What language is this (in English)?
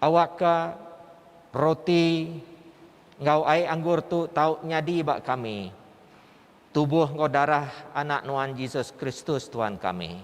Iban